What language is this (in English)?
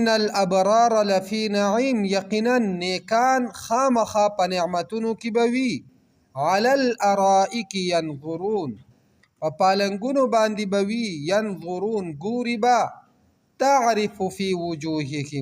Pashto